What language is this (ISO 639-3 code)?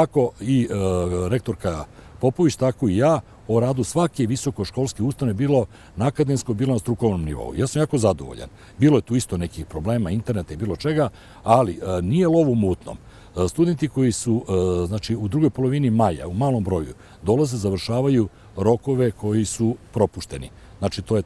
srp